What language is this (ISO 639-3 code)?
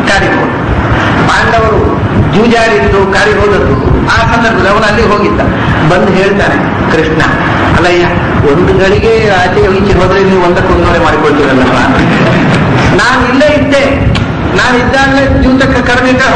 kan